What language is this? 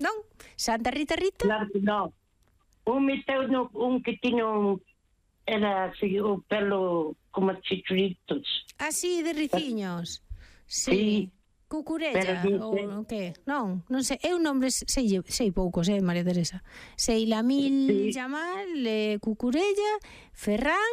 Galician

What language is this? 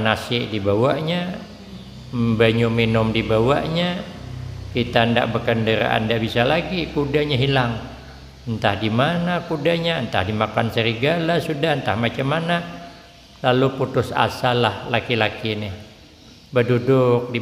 Banjar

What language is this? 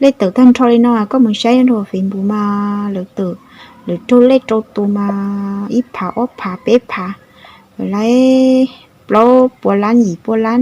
Hmong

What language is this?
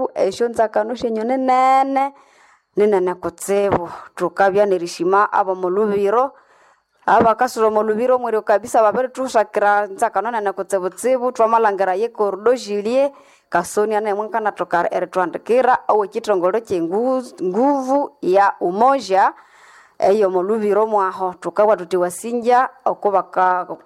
Nande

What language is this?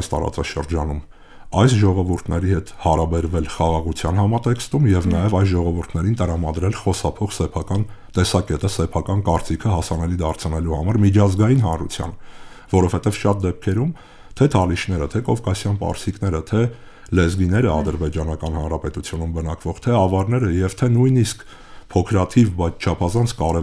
Armenian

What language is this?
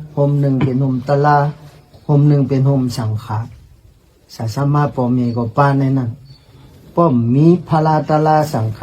Shan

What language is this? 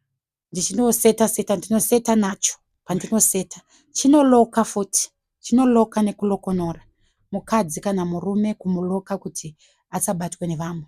Shona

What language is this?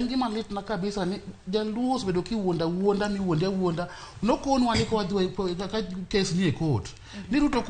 Luo (Kenya and Tanzania)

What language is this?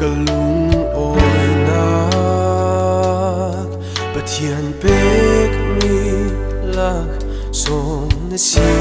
Falam Chin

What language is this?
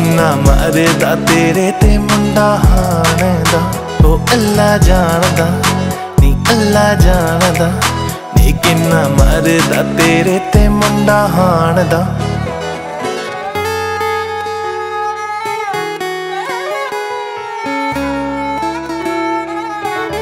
Punjabi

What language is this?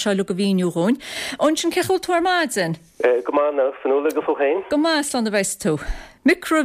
Irish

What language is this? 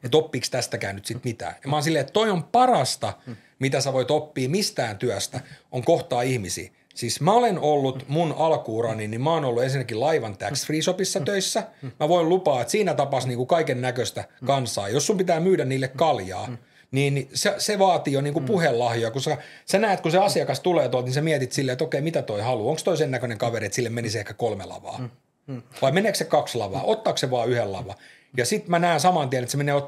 Finnish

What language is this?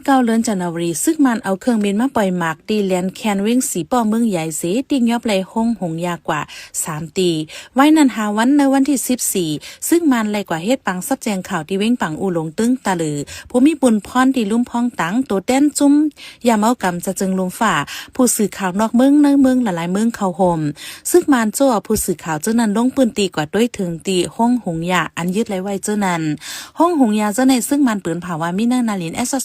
Shan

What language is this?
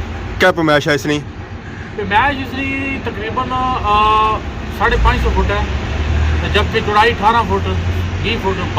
Pahari-Potwari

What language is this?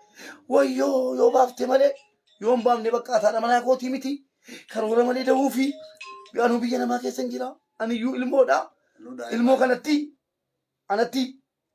Oromo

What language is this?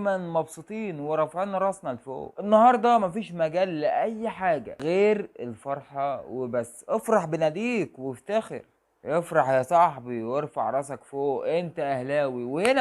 Egyptian Arabic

